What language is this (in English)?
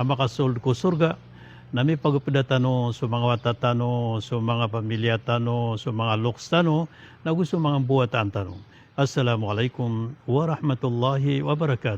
Maranao